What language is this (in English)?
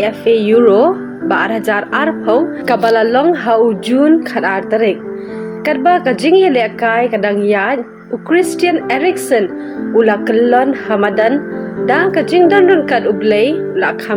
Khasi